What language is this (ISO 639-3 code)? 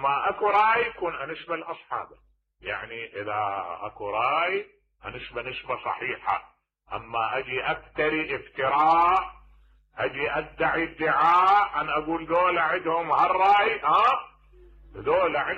acm